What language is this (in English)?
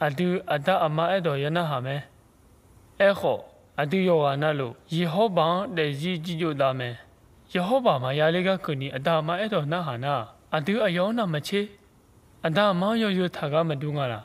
Akha